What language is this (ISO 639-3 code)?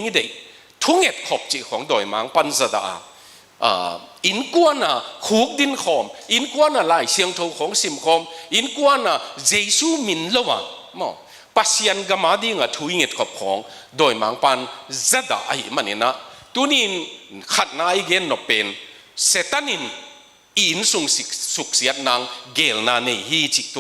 ctd